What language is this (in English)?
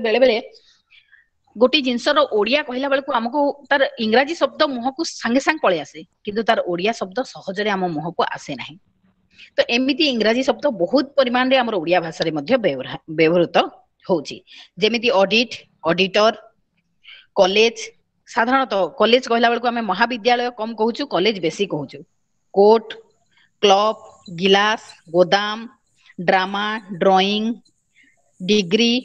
Odia